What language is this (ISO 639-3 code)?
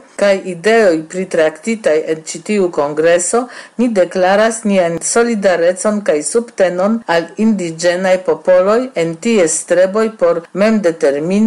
epo